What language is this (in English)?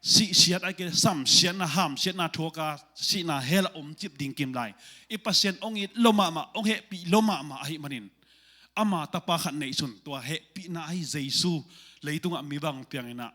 Tedim Chin